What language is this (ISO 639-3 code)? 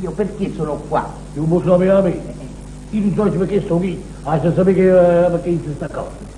nap